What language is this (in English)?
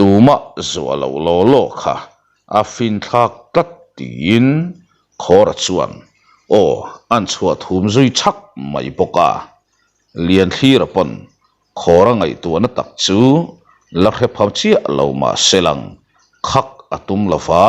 Mizo